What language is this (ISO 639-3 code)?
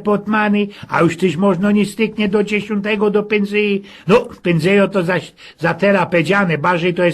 szl